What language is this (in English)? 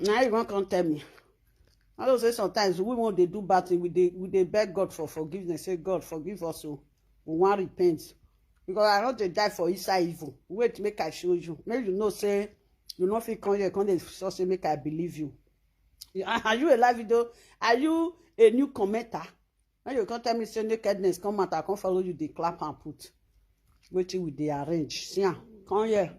Nigerian Pidgin